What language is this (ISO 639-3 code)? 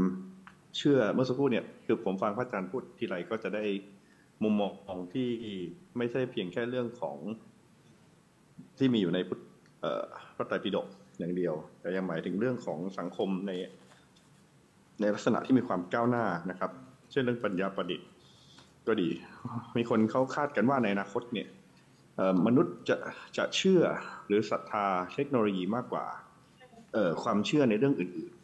tha